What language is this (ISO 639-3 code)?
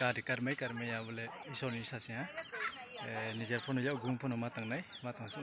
ria